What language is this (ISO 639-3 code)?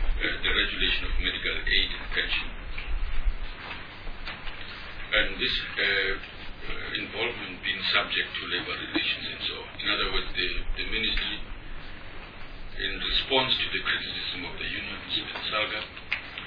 eng